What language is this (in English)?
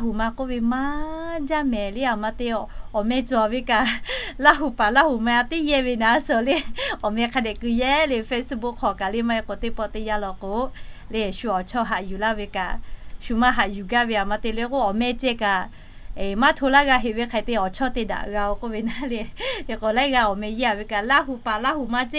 Lahu